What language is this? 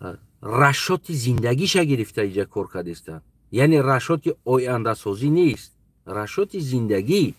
Tajik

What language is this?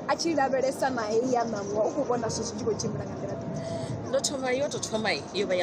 Venda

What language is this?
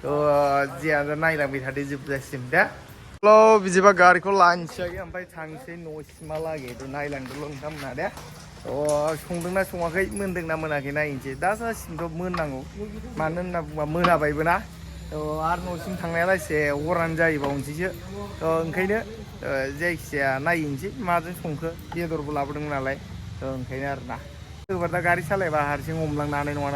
Bodo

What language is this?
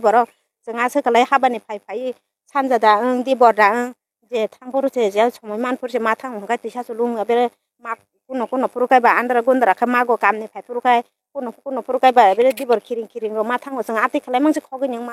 Kok Borok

